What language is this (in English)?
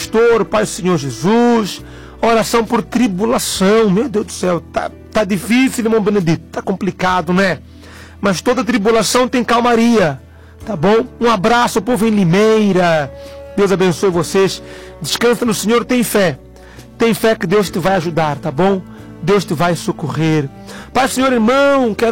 Portuguese